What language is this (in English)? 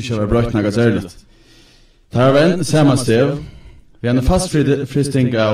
Faroese